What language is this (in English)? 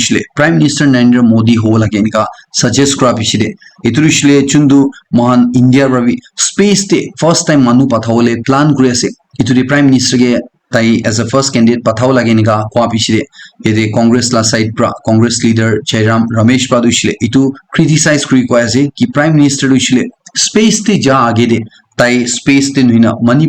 Naga Pidgin